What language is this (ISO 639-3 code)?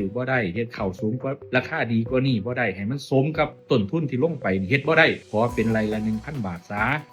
tts